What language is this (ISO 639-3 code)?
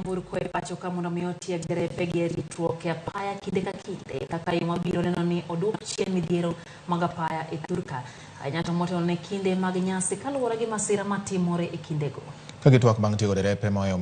luo